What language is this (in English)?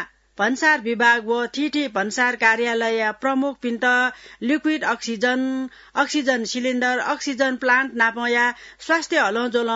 Newari